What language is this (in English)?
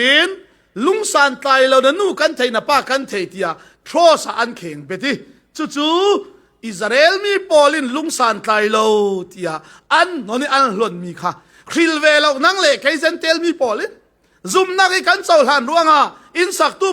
Falam Chin